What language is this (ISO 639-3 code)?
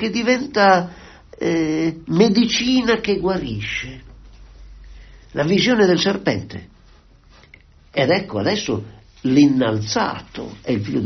ita